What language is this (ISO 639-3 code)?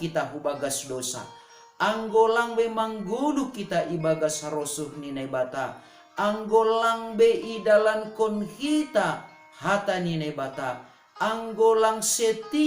bts